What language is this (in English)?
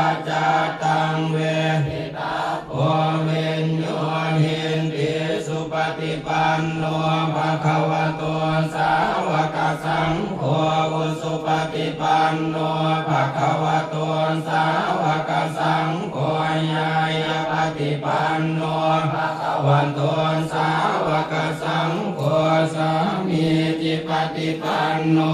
Pali